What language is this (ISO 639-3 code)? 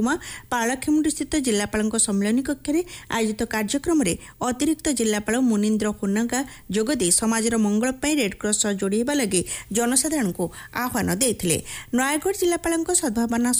ori